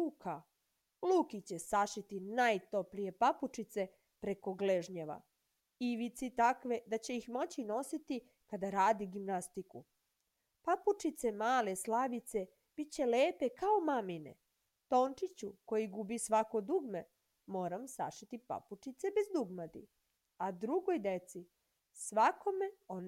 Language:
Serbian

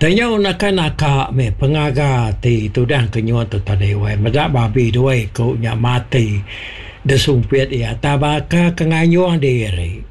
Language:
Iban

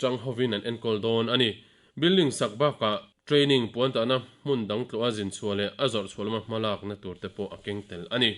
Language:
Mizo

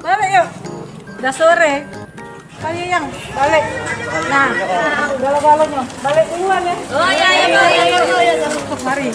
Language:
Musi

